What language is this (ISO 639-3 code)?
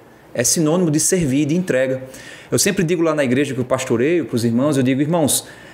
por